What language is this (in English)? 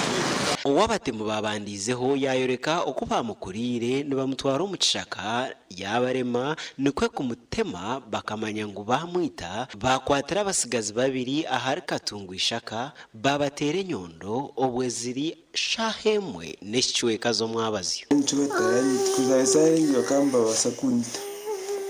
Nyankole